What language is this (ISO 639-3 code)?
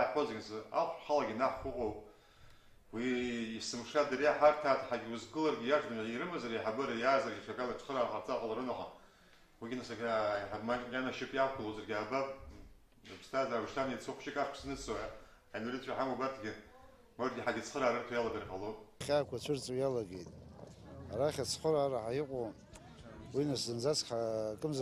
abk